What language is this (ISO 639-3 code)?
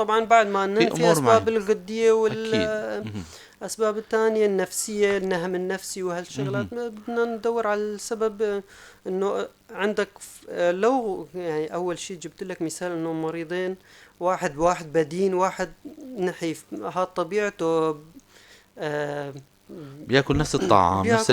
apc